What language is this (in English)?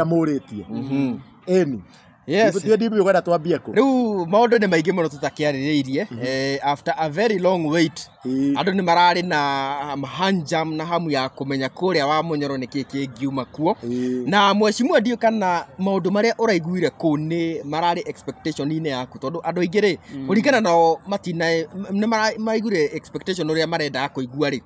Kikuyu